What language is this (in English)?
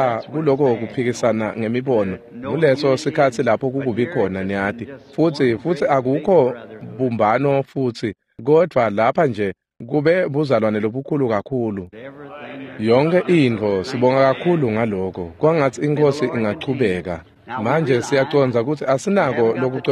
Swati